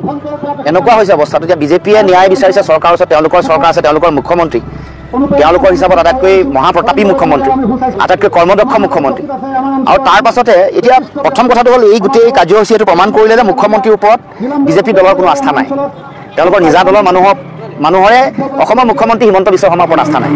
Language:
Assamese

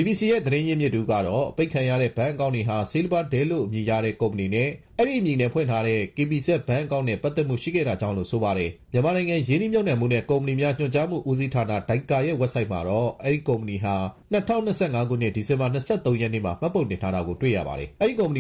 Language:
Burmese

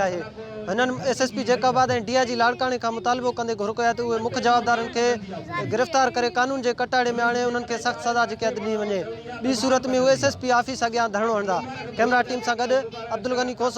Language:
Sindhi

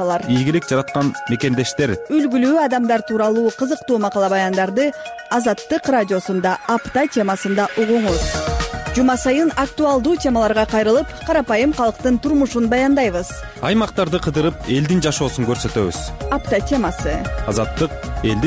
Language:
Kyrgyz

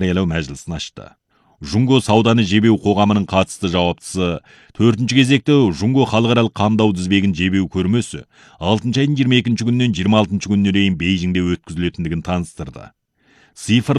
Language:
Kazakh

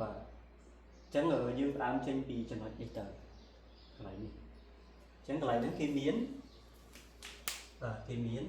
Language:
Khmer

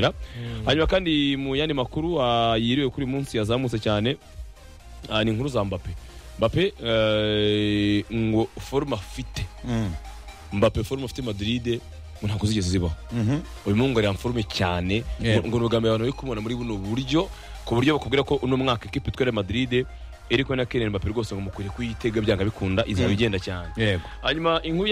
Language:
Kinyarwanda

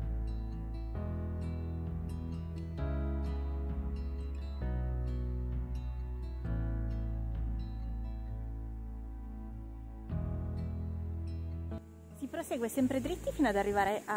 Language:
Italian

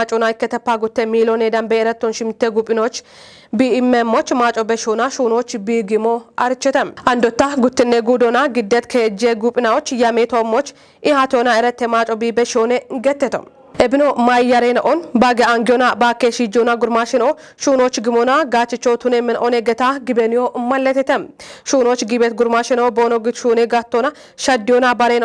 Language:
Kafa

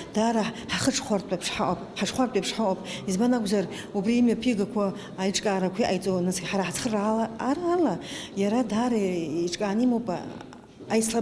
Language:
Abkhazian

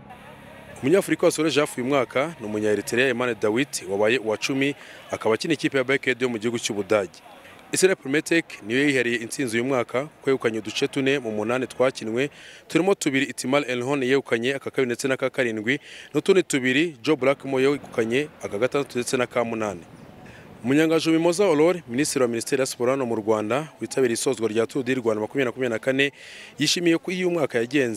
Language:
Kinyarwanda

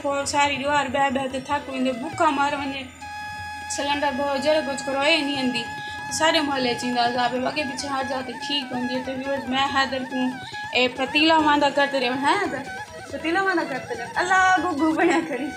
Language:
Saraiki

